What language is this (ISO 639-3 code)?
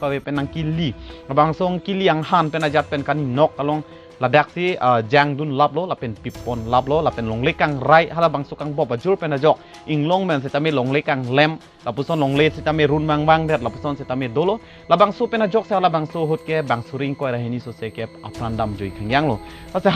mjw